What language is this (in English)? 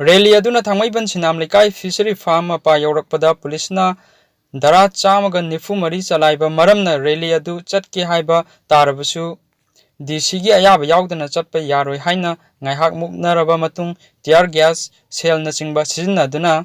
Manipuri